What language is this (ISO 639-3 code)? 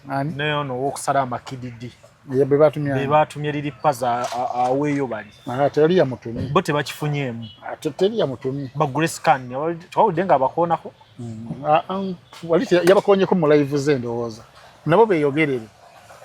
lug